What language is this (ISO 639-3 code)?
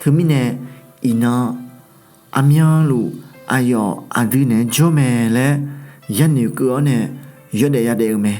ahk